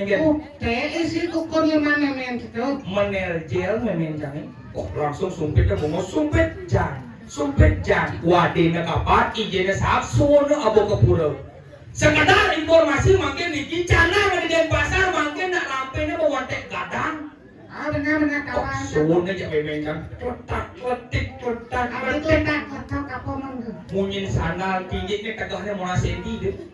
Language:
Balinese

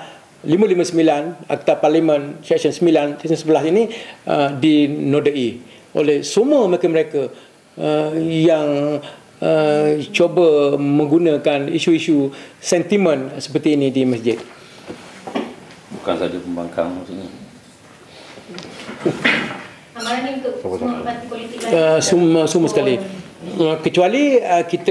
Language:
Malay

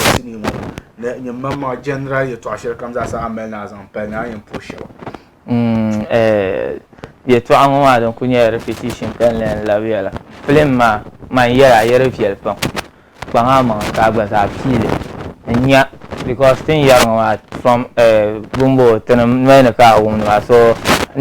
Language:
Dagbani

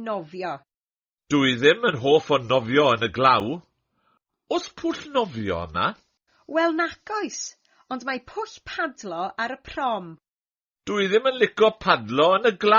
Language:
Welsh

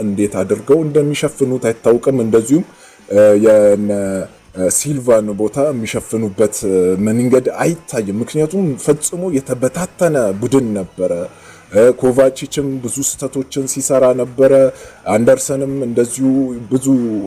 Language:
Amharic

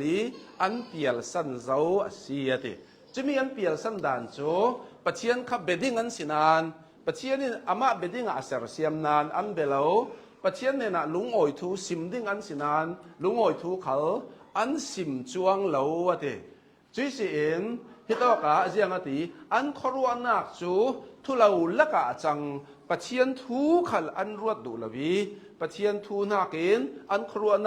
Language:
Hakha Chin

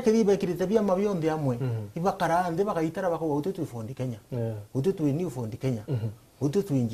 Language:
Meru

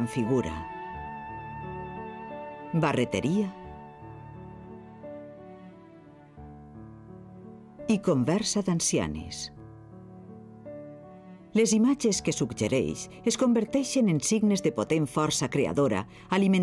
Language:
Catalan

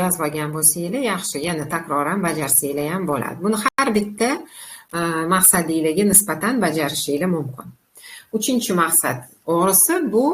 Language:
Uzbek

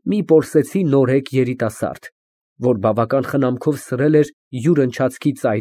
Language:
Armenian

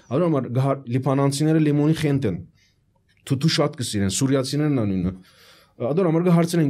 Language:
Armenian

